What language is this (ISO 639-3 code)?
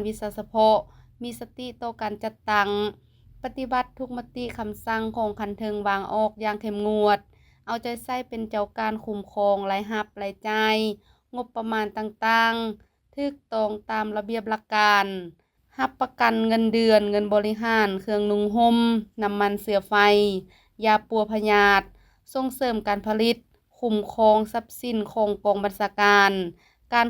lao